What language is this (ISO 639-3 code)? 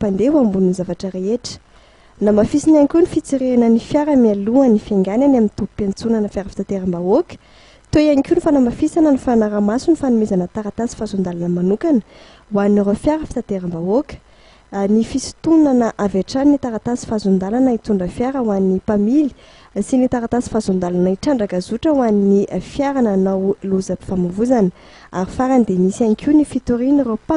mlg